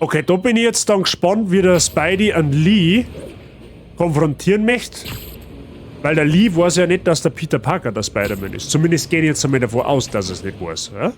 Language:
Bavarian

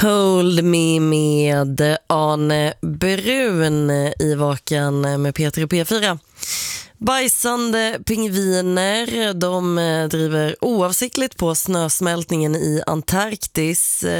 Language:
Swedish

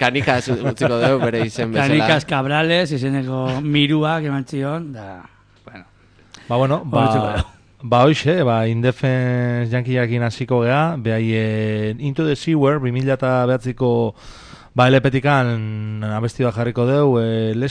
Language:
Basque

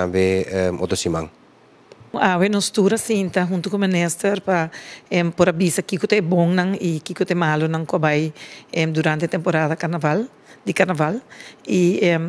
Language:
Papiamento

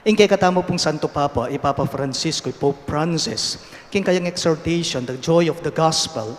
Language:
Pampanga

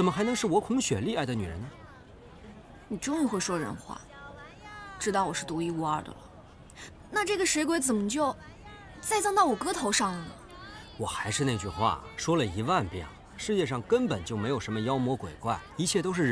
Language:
Chinese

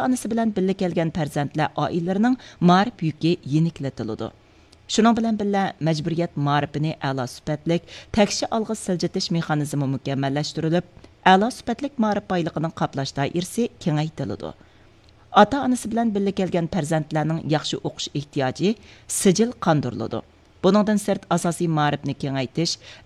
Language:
Uyghur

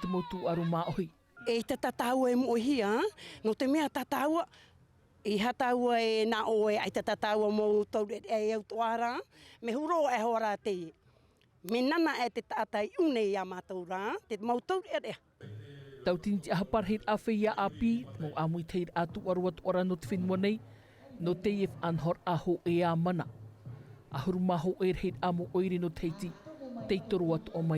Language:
Tahitian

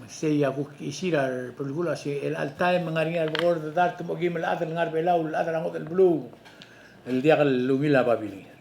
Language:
Palauan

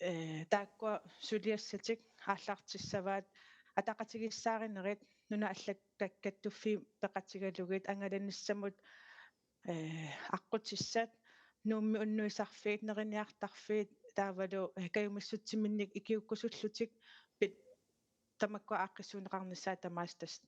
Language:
Kalaallisut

